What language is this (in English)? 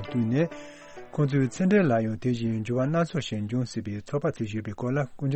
Tibetan